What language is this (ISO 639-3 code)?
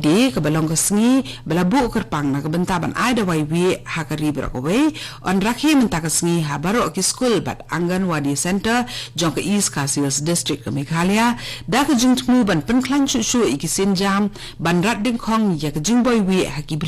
kha